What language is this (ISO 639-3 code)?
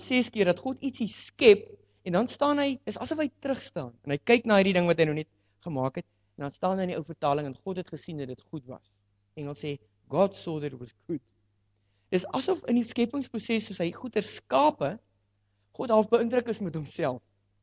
afr